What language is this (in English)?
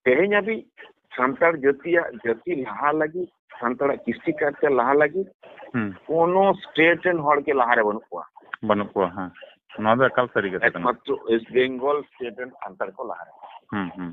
Santali